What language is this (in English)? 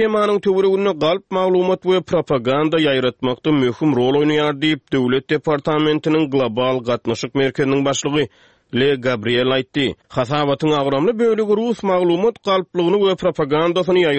Turkmen